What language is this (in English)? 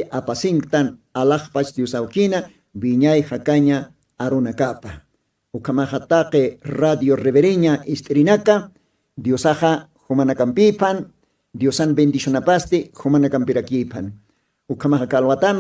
Aymara